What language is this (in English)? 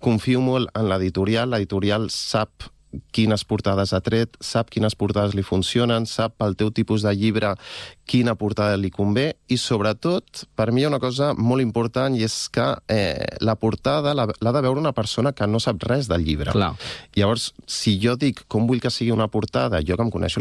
Catalan